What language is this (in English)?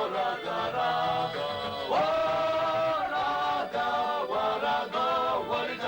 Abkhazian